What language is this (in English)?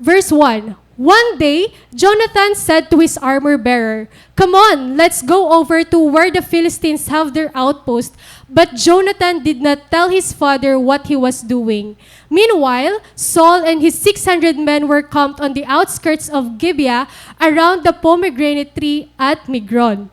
Waray